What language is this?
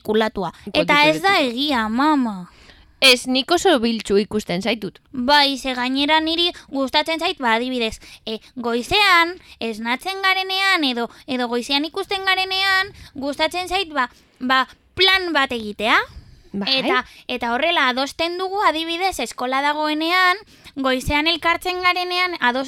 Basque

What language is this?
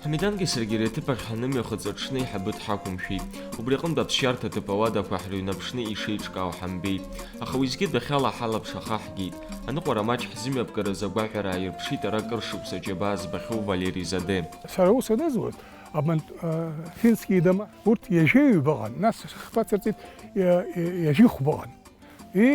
Abkhazian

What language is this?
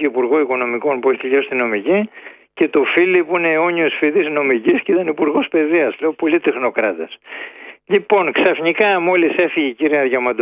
Greek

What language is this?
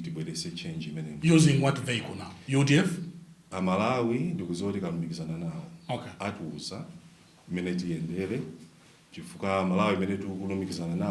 Nyanja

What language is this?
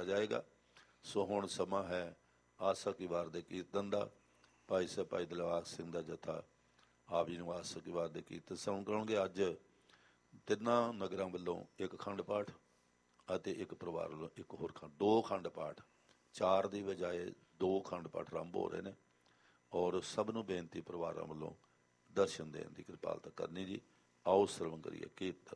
Punjabi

